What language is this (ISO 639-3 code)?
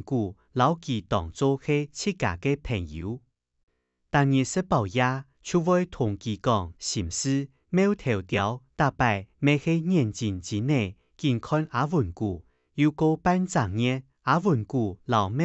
hak